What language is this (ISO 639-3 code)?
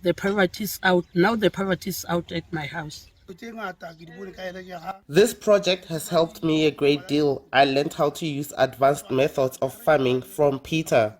ven